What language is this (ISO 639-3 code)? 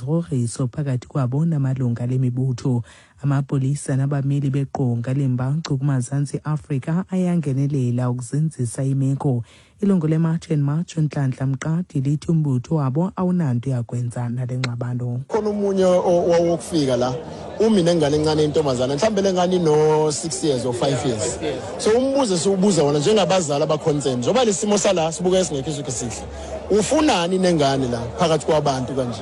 xho